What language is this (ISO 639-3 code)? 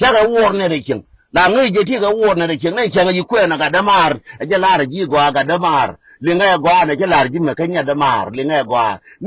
nus